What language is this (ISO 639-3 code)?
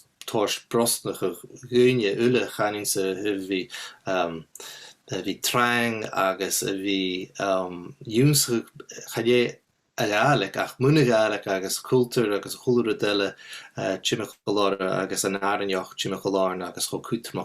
gla